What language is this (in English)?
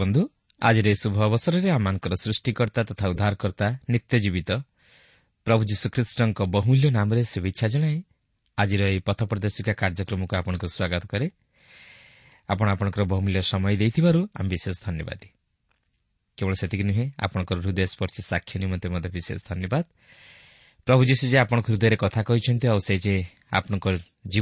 Odia